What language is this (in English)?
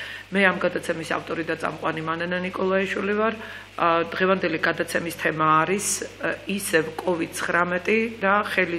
Georgian